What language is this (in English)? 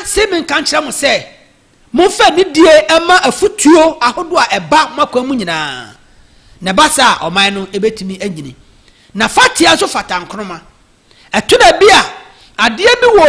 Akan